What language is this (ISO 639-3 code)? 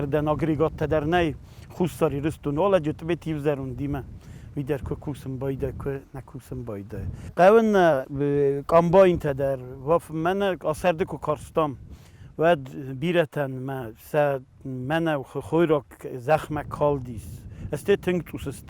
oss